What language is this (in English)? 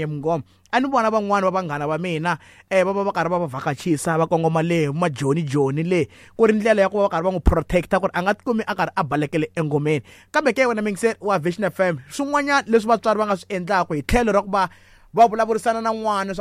Tsonga